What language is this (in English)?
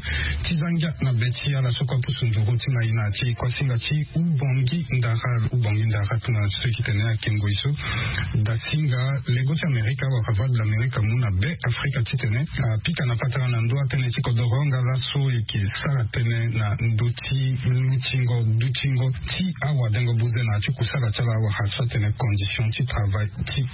Sango